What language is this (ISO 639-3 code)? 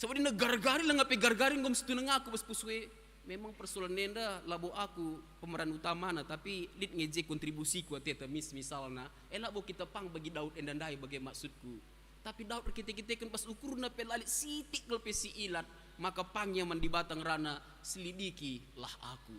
btx